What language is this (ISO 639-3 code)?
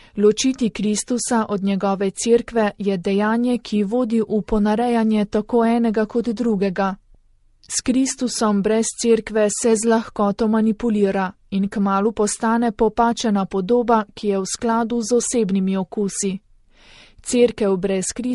slv